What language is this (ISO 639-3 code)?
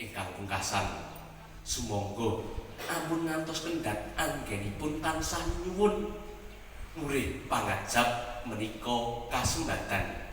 jav